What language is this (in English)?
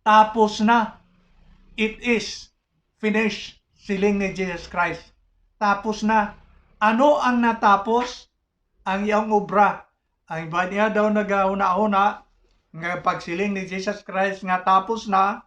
Hiligaynon